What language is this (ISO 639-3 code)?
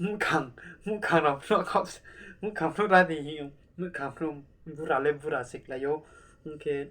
ria